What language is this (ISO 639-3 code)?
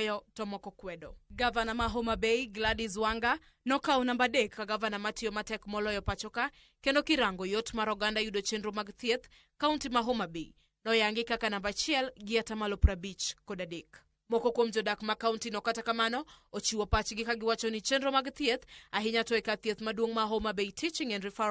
luo